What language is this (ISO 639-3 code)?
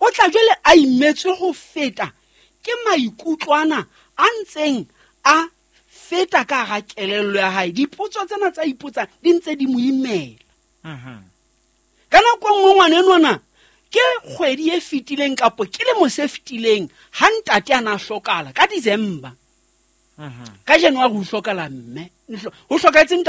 sot